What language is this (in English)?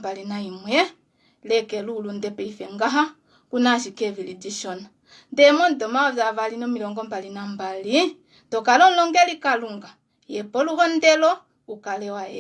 Kuanyama